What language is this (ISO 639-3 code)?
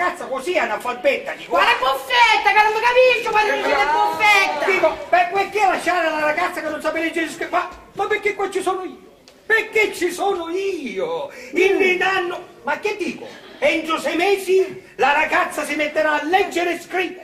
scn